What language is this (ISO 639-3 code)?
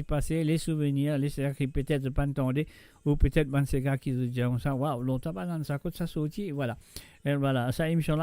mfe